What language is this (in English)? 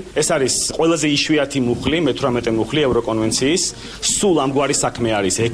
Georgian